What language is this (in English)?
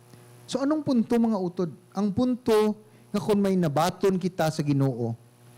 Hiligaynon